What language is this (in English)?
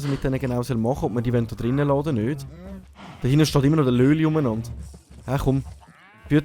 Swiss German